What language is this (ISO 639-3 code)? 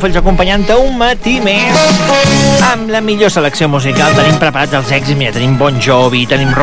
cat